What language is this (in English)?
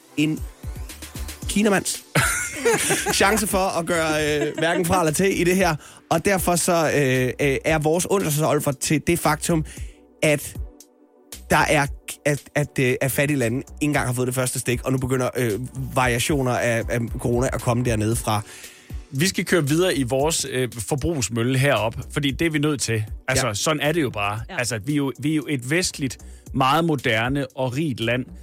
Danish